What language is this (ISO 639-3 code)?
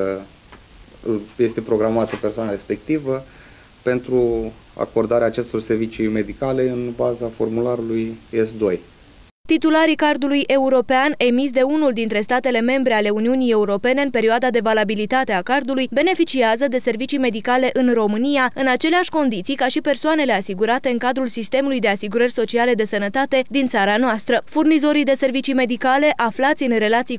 ron